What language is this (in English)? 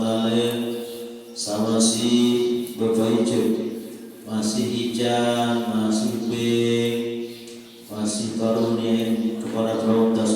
Sasak